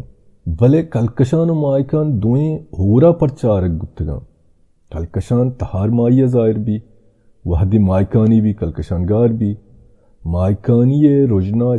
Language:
Baluchi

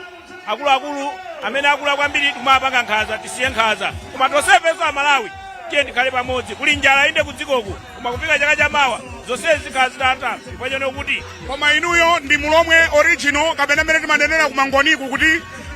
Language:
Nyanja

